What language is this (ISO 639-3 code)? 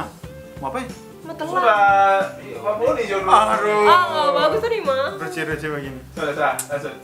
xmm